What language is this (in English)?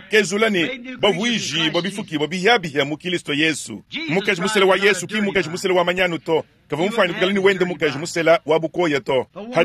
Luba-Lulua